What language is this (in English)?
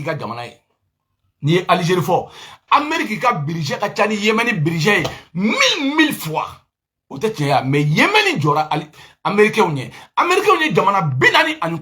Bambara